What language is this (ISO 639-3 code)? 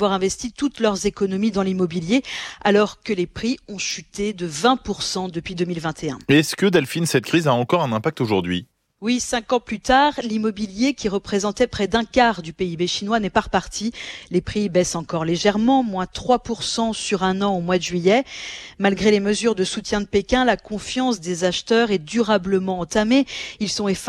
fra